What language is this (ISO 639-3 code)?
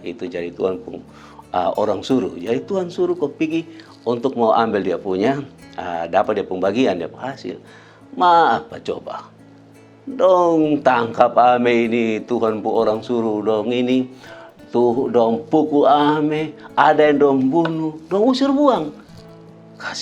mkn